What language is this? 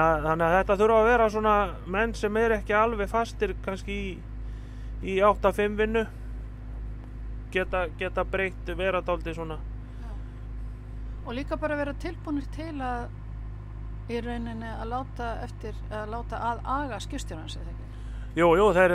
Icelandic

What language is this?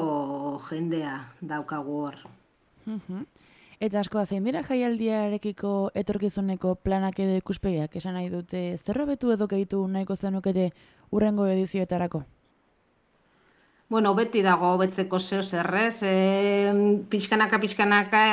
Basque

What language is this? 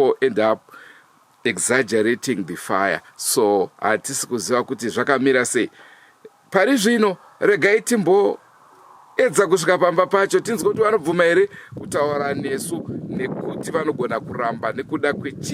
Shona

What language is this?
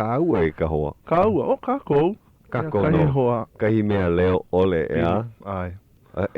Hawaiian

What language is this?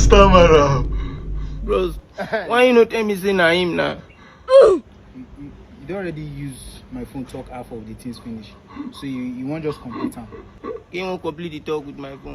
Nigerian Pidgin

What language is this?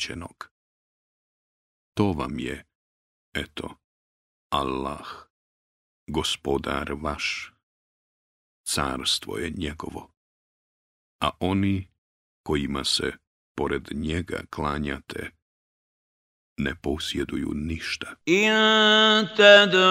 Bosnian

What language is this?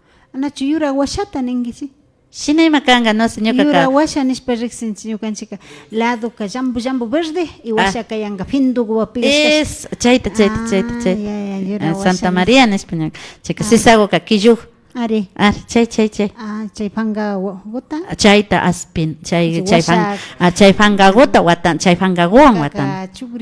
Imbabura Highland Quichua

